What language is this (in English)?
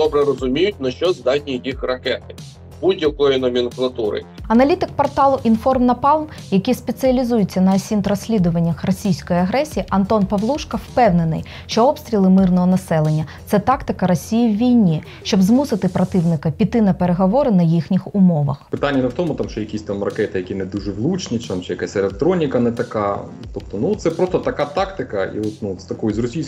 Ukrainian